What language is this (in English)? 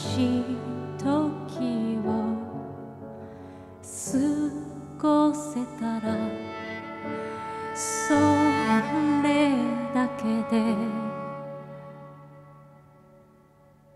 Japanese